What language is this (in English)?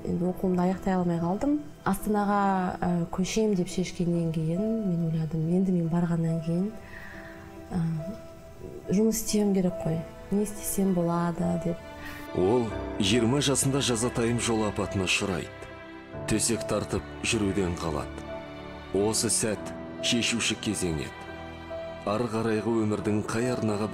Kazakh